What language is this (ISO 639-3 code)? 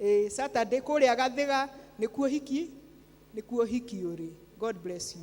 kik